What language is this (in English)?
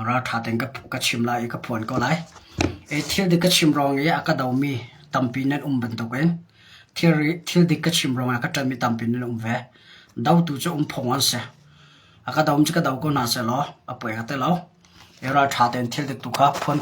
Hakha Chin